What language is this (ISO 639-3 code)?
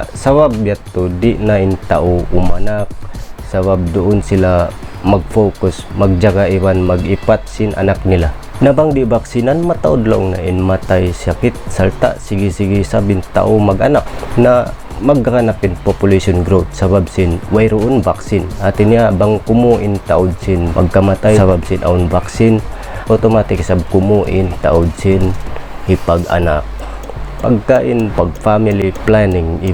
tsg